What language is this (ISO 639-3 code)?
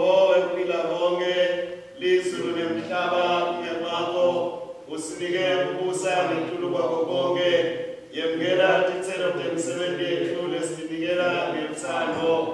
ssw